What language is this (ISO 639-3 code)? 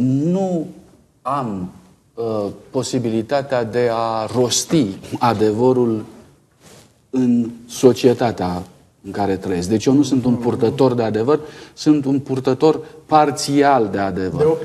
ron